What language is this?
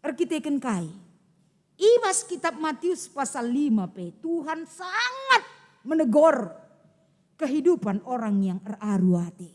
Batak Karo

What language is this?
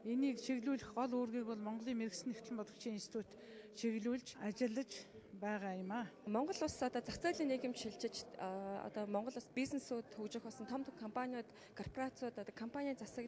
Mongolian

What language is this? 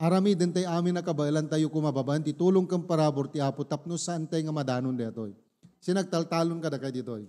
Iloko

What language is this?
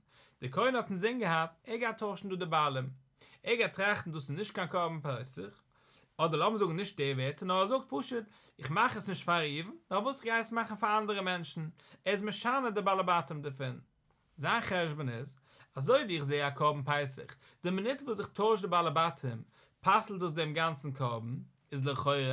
Yiddish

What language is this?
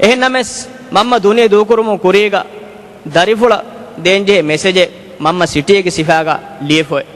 Divehi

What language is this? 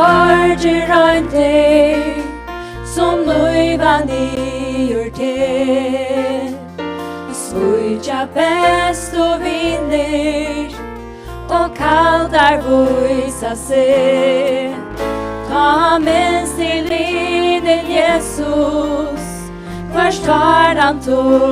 Faroese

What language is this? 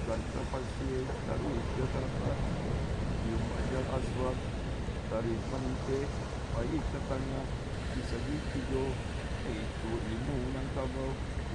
Minangkabau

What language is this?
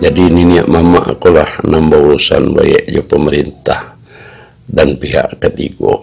Minangkabau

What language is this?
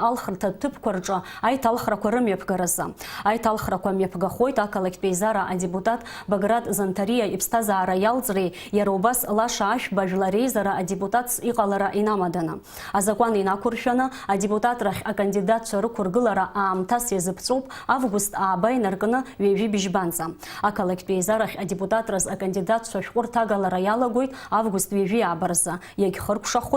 Abkhazian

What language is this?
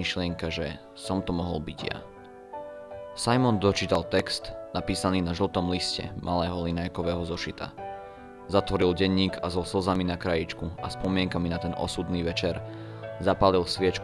Slovak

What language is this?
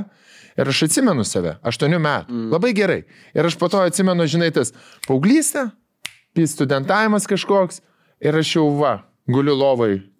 Lithuanian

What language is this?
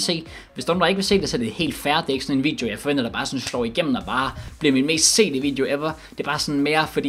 Danish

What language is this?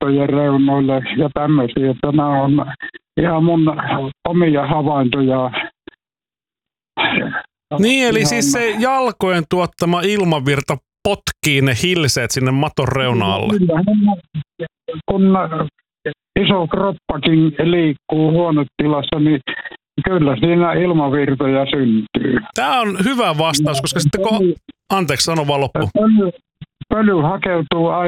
Finnish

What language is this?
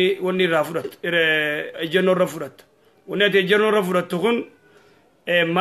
Oromo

